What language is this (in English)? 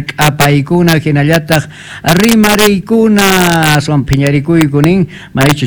Quechua